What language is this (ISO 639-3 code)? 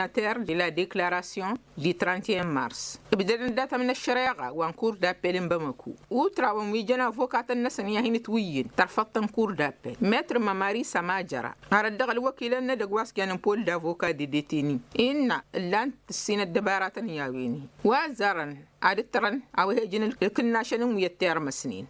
taq